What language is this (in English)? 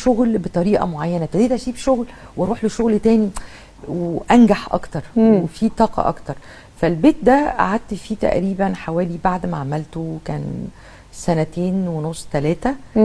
Egyptian Arabic